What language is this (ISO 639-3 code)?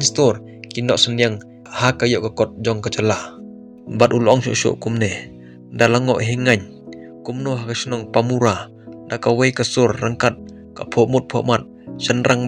kha